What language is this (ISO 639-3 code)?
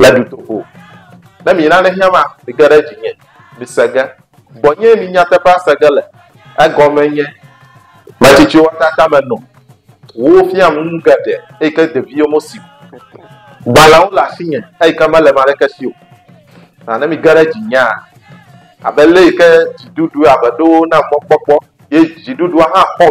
ewe